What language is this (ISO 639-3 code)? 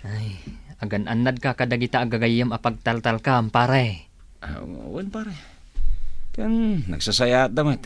ilo